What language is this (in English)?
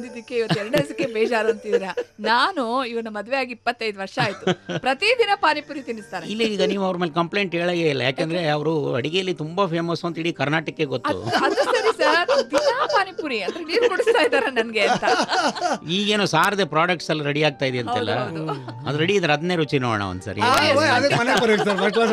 Kannada